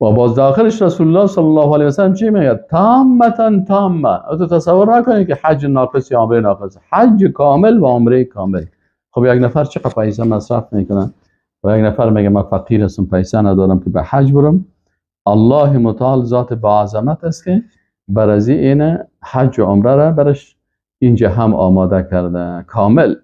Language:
Persian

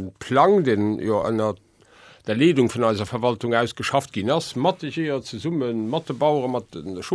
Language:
Luxembourgish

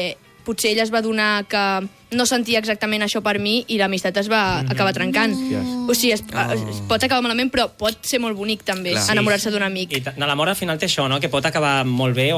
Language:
Catalan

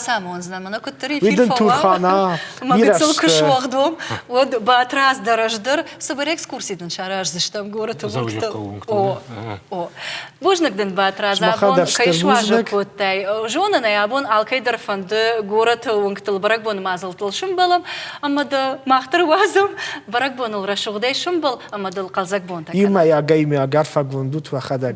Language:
Ossetic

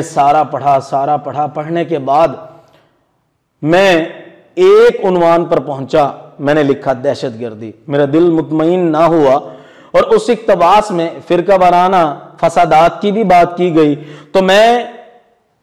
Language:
Urdu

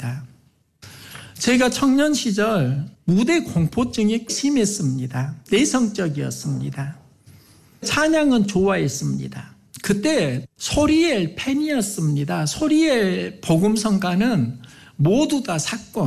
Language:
Korean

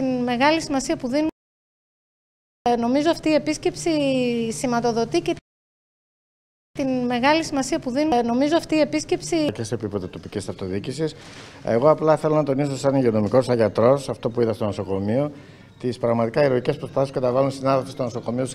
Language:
Greek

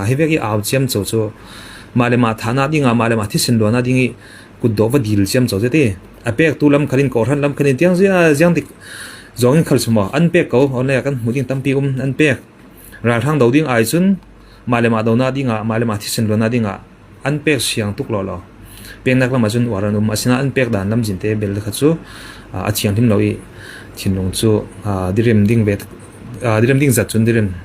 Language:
Falam Chin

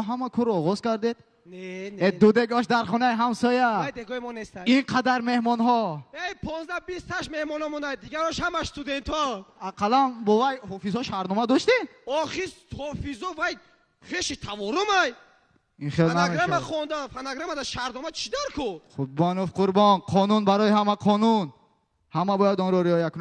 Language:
Tajik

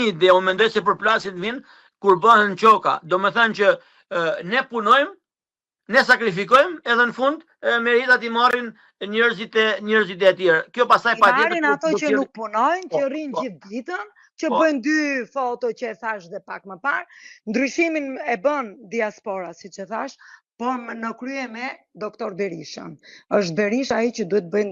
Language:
Albanian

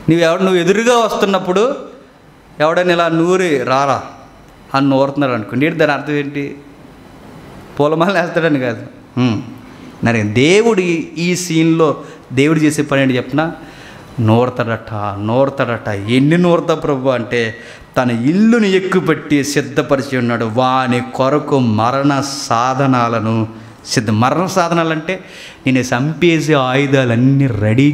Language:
Telugu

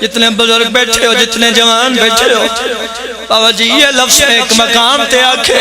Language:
Pahari-Potwari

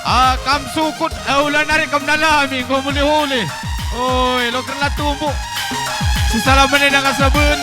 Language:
Batak Karo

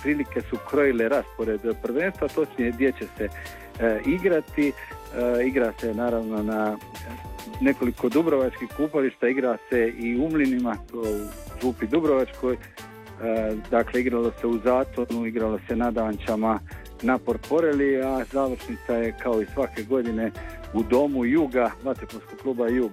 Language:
Croatian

